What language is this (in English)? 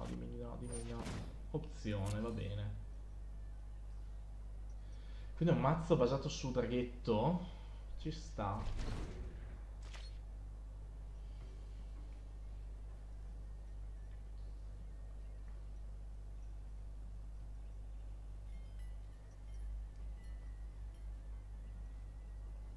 Italian